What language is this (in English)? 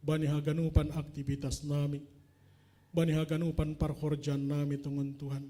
Batak Simalungun